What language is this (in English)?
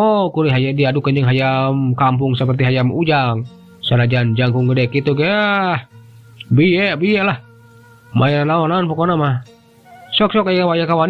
Sundanese